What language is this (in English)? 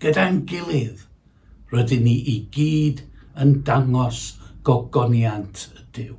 Welsh